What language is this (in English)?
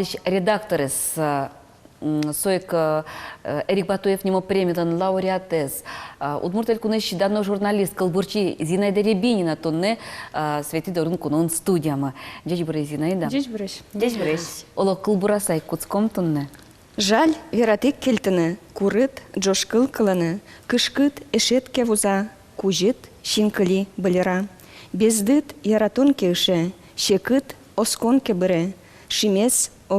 Udmurt